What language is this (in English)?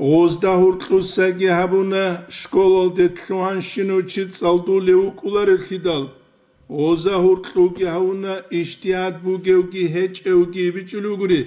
Avaric